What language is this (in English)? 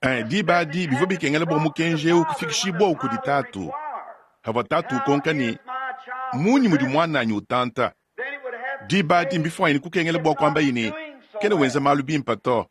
Luba-Lulua